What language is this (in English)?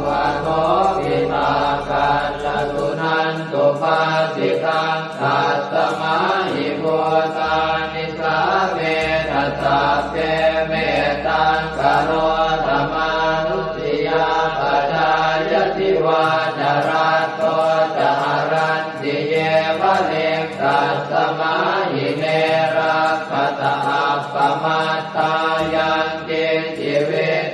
Pali